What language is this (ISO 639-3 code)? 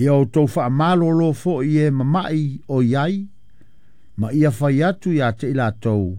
smo